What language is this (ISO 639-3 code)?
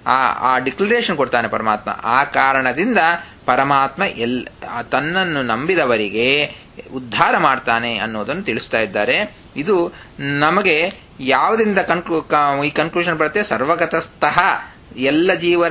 kan